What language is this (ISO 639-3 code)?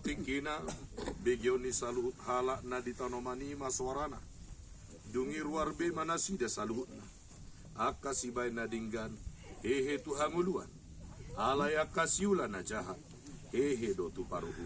bbc